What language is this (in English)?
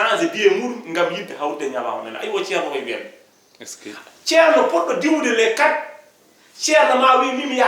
Fula